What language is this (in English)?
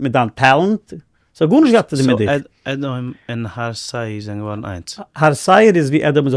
Yiddish